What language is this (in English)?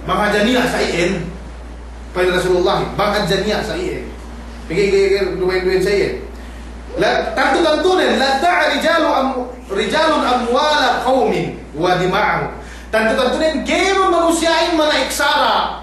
Yakan